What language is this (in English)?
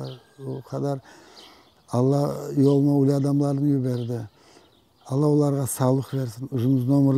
Crimean Tatar